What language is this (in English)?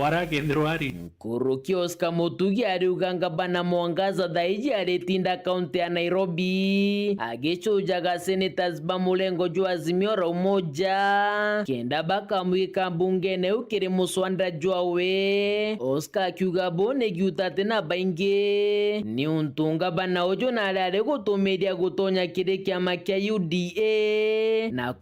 Meru